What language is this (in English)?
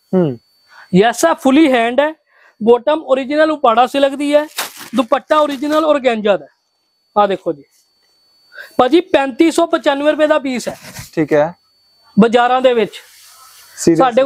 Punjabi